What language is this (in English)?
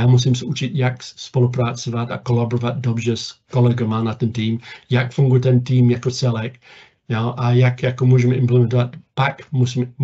Czech